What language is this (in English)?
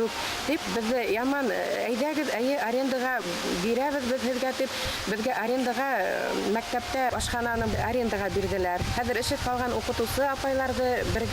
Bashkir